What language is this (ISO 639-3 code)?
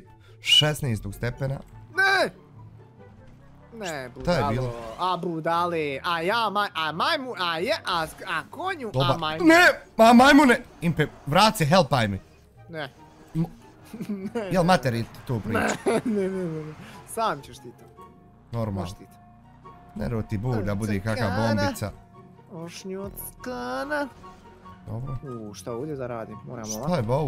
bos